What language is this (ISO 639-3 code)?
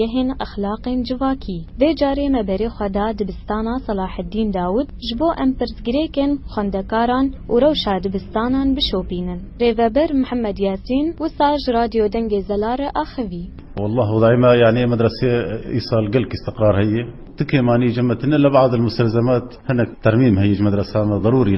kur